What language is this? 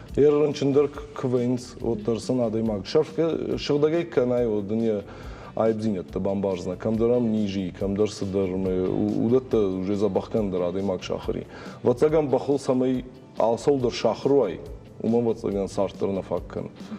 Ossetic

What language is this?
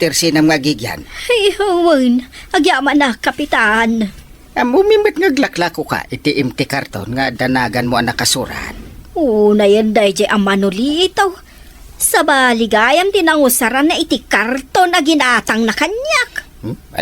Iloko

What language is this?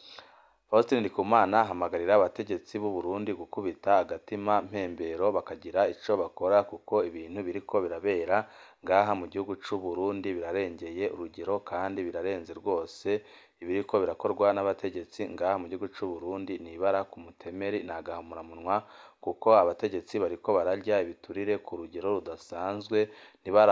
Rundi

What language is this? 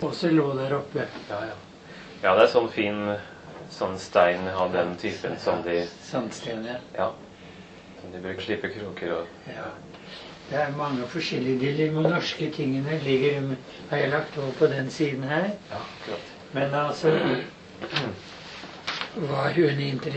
Norwegian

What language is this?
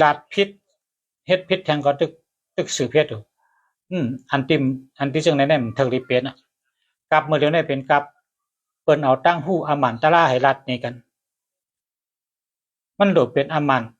Shan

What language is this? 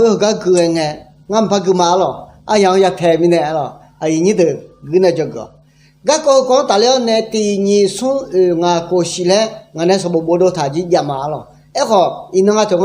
Akha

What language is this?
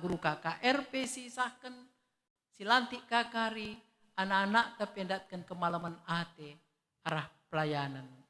Batak Karo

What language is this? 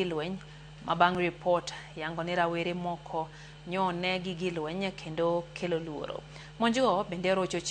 Luo (Kenya and Tanzania)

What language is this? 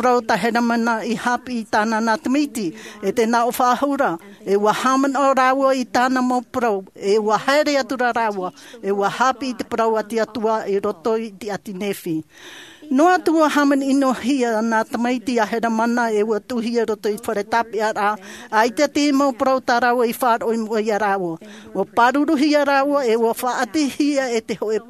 Tahitian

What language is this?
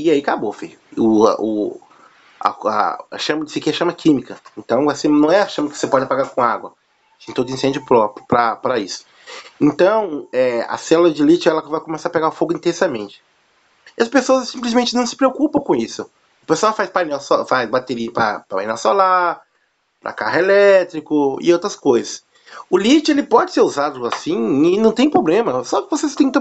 Portuguese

